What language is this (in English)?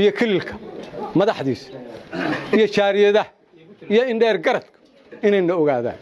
Somali